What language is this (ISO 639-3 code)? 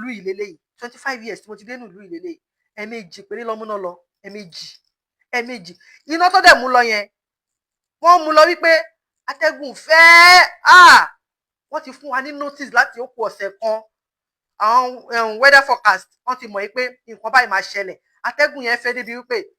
yor